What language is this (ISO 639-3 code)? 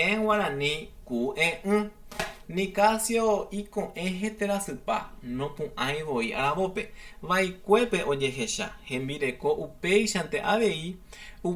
grn